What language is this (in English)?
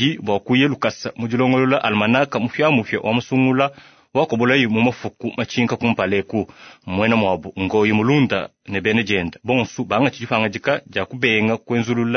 Luba-Lulua